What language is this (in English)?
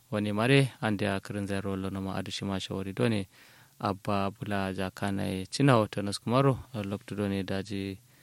Kanuri